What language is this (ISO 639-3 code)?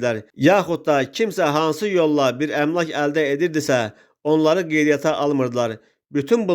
aze